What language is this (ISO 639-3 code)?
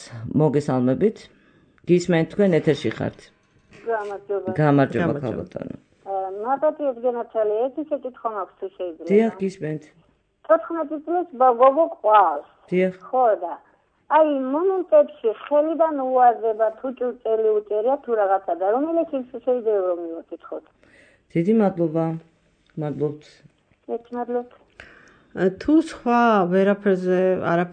kat